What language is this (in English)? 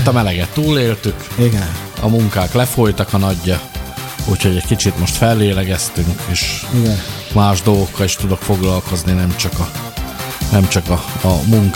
Hungarian